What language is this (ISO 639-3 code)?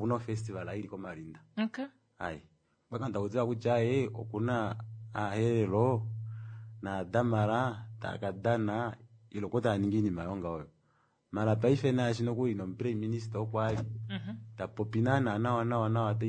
kua